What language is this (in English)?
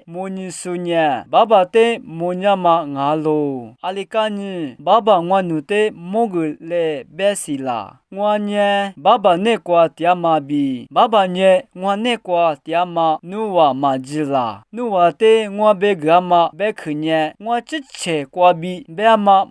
Lisu